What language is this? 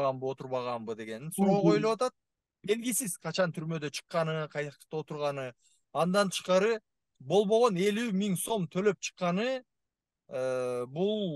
Kyrgyz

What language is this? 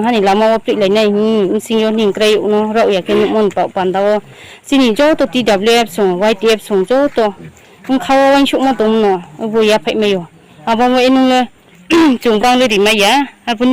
Riang (India)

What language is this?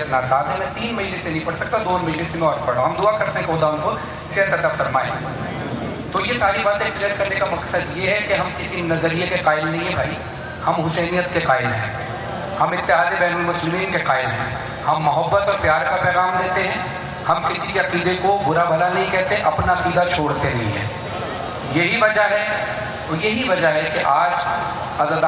Urdu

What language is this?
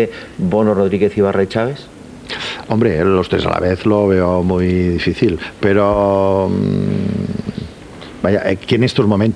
Spanish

